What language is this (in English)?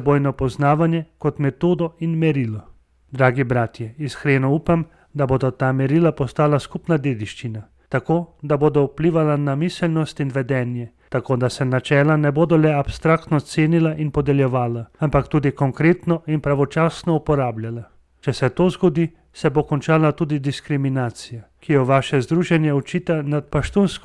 Slovenian